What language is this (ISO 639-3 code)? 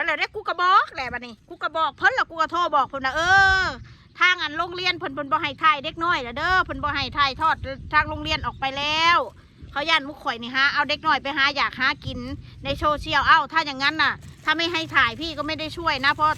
tts